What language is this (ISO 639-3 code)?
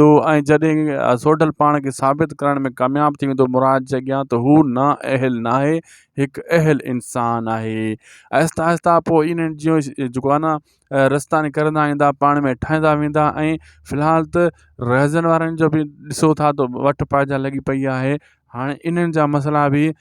snd